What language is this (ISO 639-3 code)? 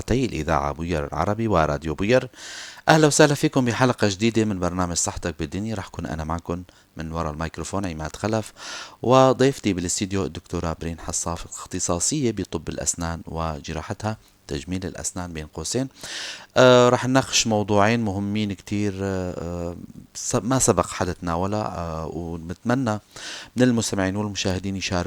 apc